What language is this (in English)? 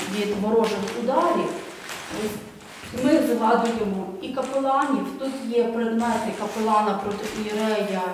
Ukrainian